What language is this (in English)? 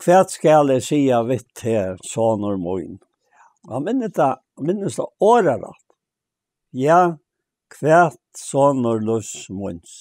Faroese